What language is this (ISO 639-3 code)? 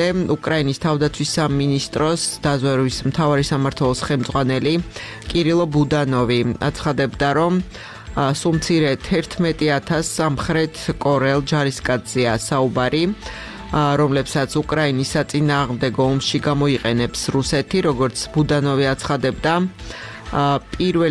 kat